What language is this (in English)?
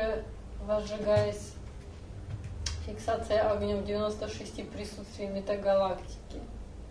Russian